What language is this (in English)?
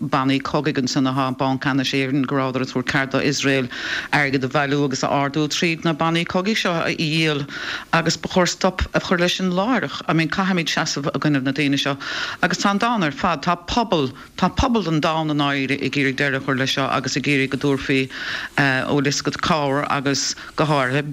Irish